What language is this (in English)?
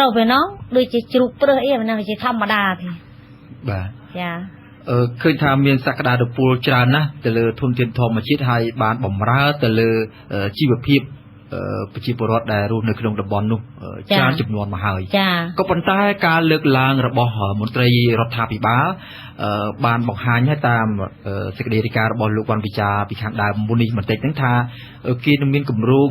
Khmer